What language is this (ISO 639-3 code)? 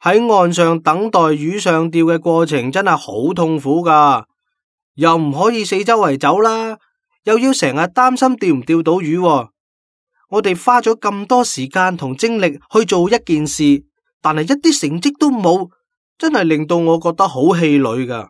yue